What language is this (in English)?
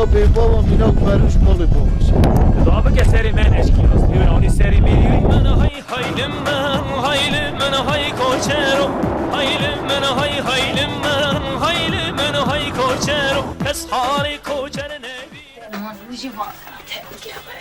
Kurdish